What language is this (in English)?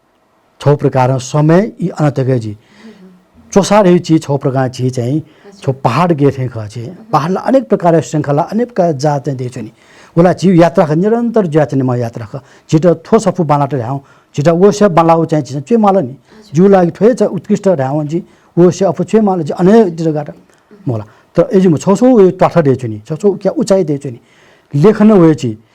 Newari